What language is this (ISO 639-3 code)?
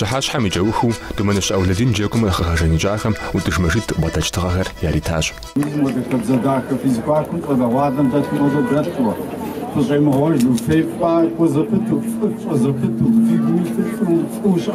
kbd